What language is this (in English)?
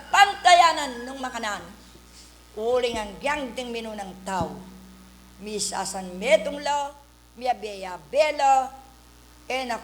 Pampanga